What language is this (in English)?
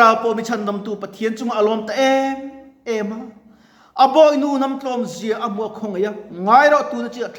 Mizo